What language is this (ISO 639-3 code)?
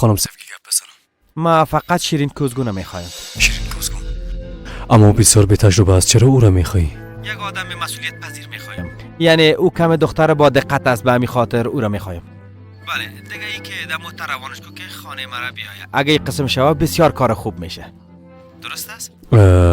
fas